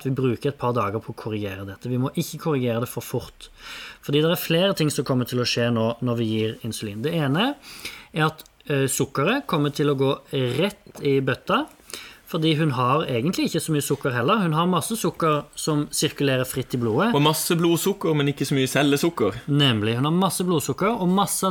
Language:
Norwegian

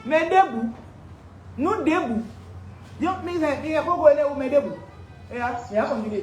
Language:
Fon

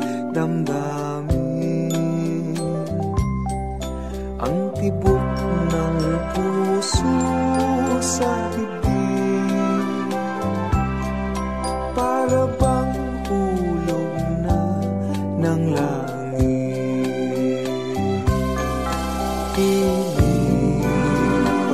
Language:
Filipino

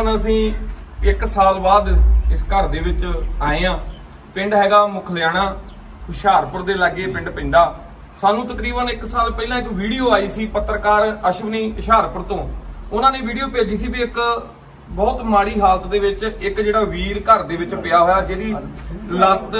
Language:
Punjabi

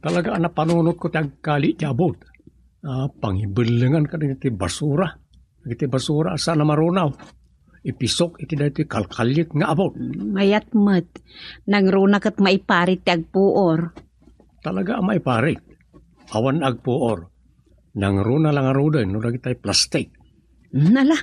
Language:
Iloko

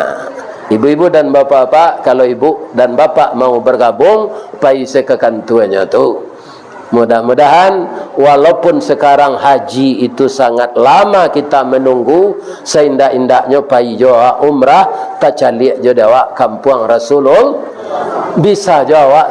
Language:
Minangkabau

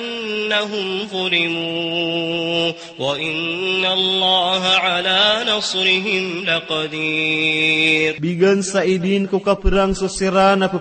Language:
Maranao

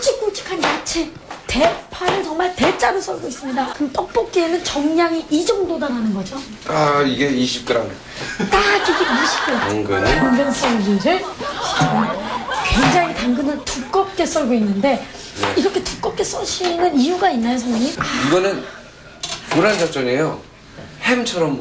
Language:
Korean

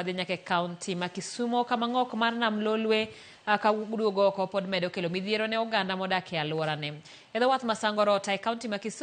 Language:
Luo (Kenya and Tanzania)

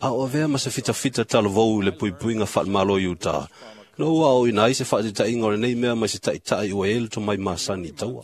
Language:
Samoan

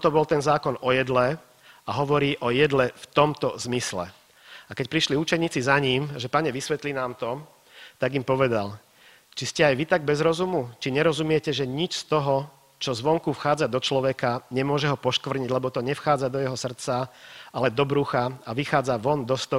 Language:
Slovak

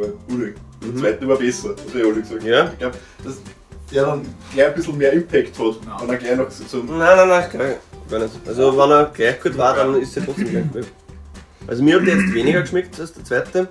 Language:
Bavarian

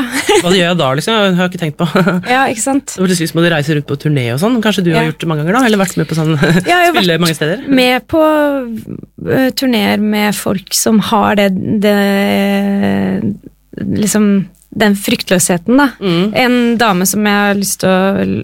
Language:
Norwegian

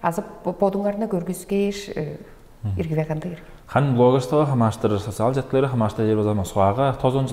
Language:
Tuvinian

